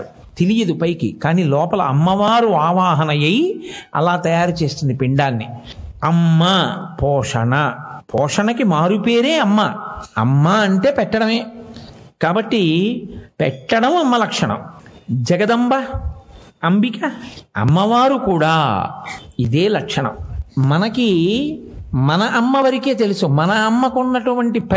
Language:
Telugu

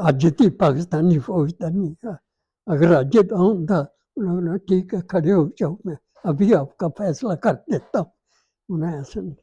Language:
Dogri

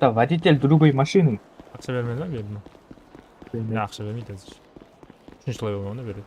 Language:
Kara-Kalpak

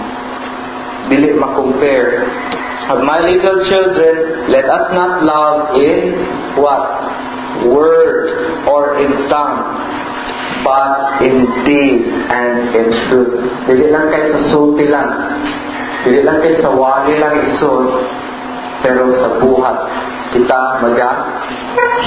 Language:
Cebuano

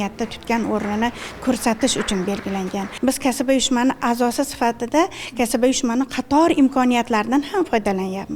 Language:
Uzbek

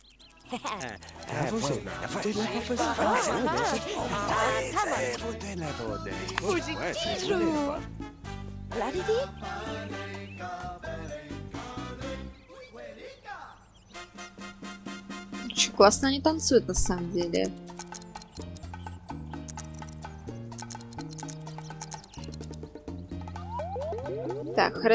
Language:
Russian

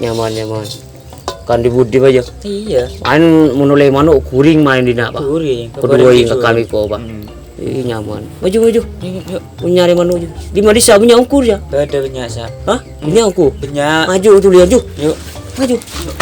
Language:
Madurese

